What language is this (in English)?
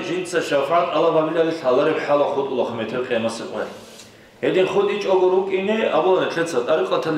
Avaric